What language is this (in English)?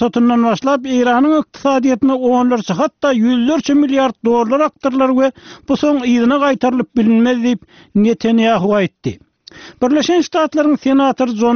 Turkmen